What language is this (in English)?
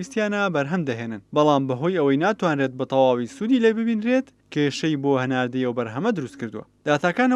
Central Kurdish